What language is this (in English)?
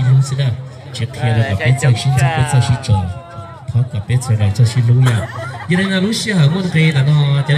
Hmong